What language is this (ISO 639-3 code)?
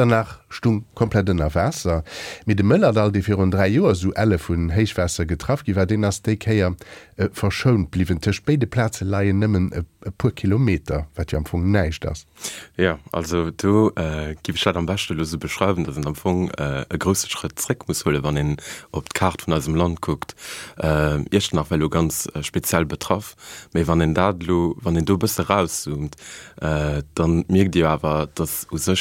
ltz